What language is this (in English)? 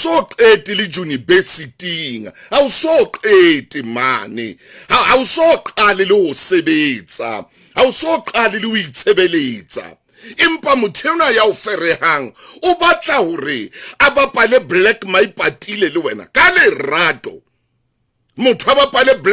Southern Sotho